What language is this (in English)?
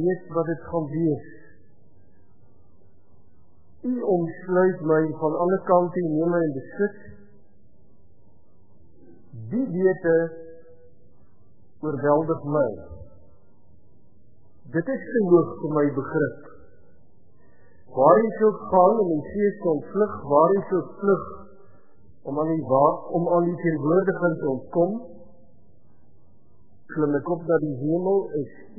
Afrikaans